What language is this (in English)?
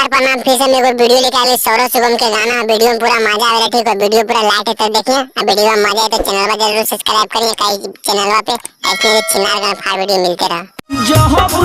Magahi